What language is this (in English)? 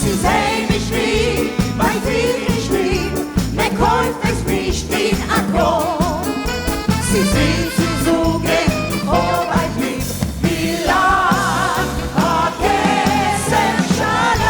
Yiddish